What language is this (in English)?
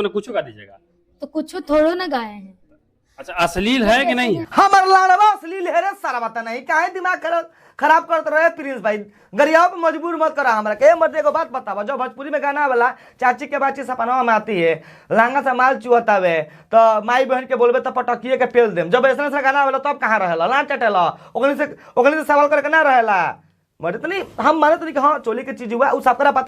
Bhojpuri